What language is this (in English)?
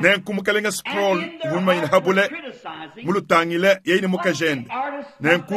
Luba-Lulua